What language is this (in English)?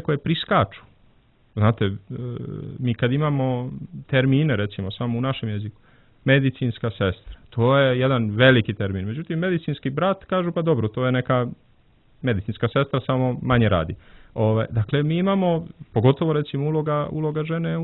Serbian